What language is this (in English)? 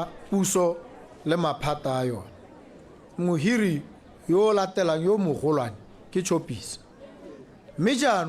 Tswana